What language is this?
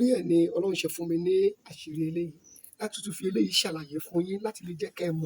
Yoruba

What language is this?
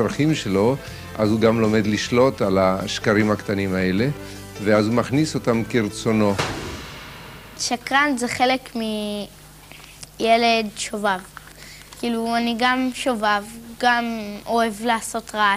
Hebrew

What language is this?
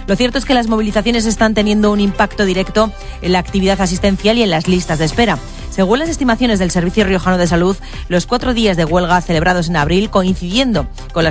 Spanish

